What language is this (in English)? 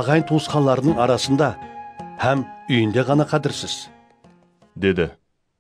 Kara-Kalpak